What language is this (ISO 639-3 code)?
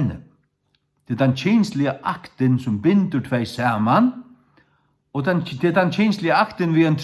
fao